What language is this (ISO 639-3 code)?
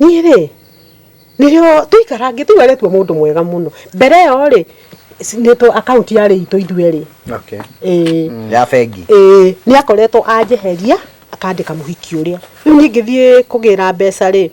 kik